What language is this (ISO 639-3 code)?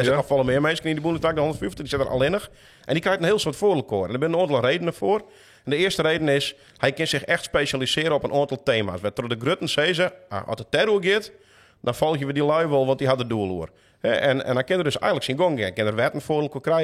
fry